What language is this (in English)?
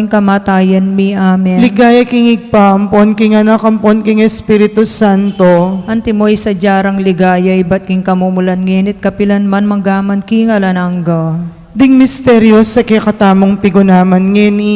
Pampanga